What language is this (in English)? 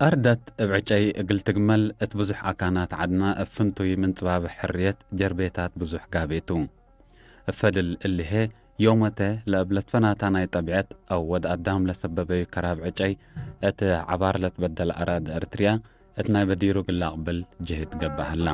Tigre